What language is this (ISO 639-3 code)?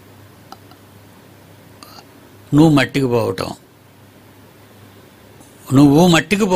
tel